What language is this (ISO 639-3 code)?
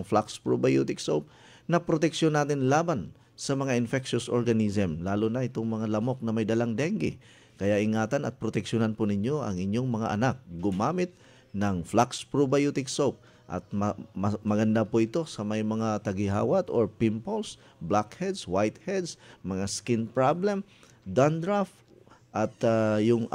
fil